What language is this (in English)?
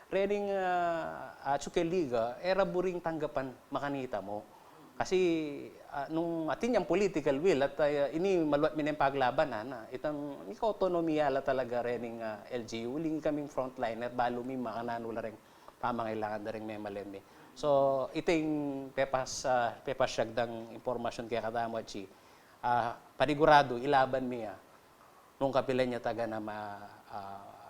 Pampanga